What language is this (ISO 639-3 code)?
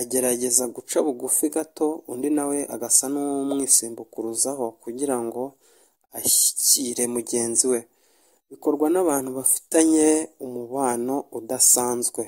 kin